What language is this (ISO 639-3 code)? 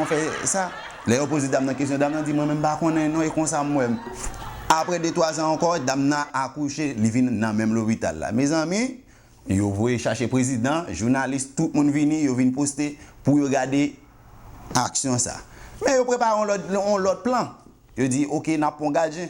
hat